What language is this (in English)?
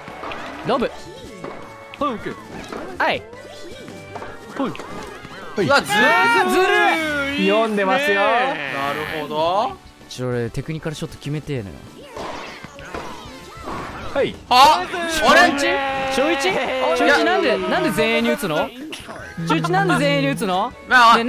Japanese